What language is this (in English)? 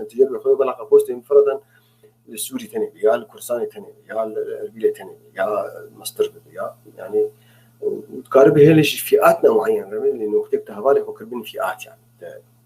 North Levantine Arabic